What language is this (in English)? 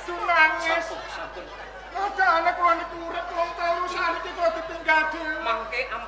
Javanese